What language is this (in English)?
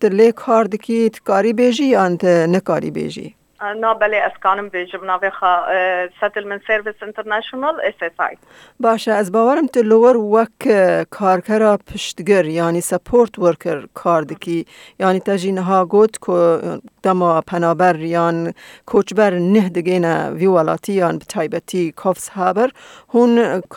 Kurdish